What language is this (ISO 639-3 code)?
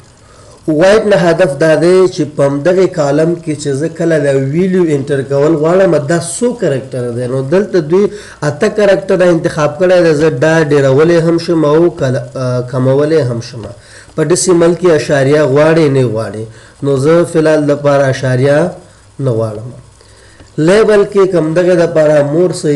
pus